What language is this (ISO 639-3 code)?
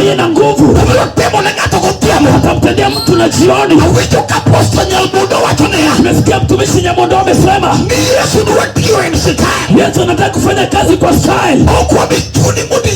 luo